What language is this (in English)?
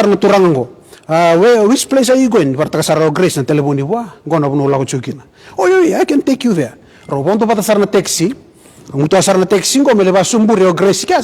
Fijian